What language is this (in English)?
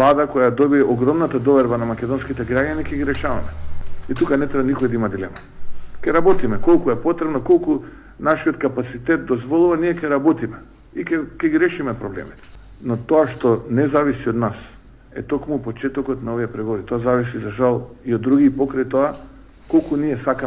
Macedonian